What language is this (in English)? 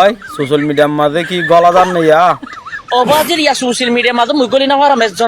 Rohingya